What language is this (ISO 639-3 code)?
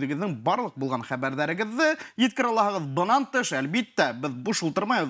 bak